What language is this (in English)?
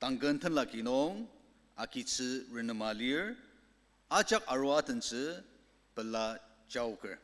Ao Naga